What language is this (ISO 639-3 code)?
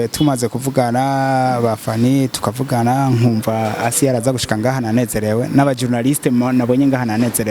run